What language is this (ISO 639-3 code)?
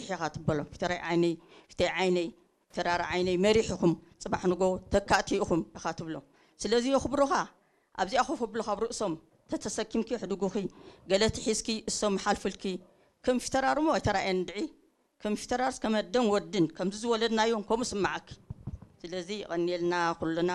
tir